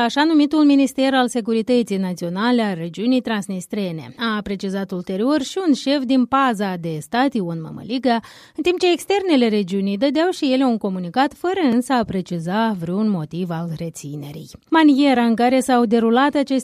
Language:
Romanian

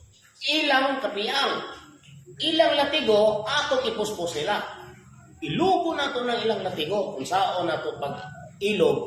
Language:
Cebuano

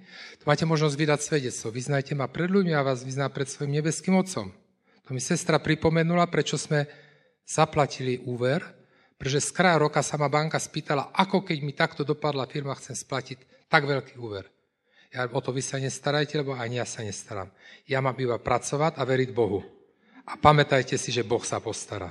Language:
Slovak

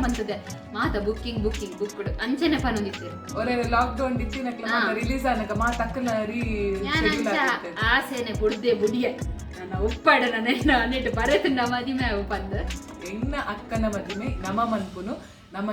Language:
Tulu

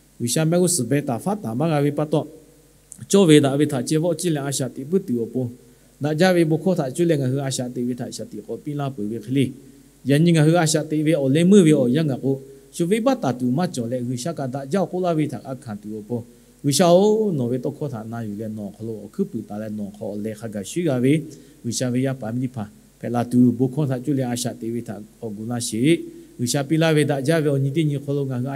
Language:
Lahu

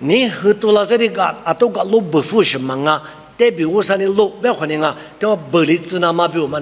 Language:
Lisu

